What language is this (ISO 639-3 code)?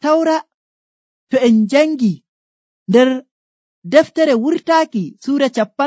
fuv